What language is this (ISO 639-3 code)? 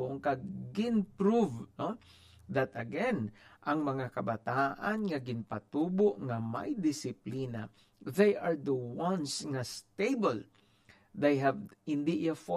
hil